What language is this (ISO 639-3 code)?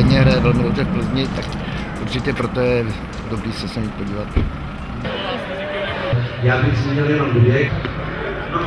ces